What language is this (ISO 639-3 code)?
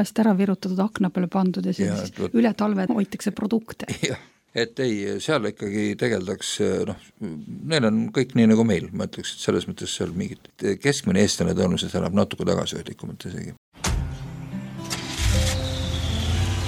est